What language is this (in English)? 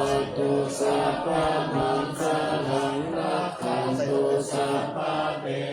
Pali